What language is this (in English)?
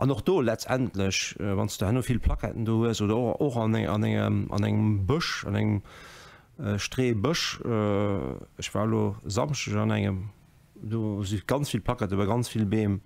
Luxembourgish